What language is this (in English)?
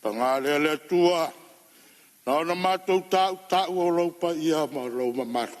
Samoan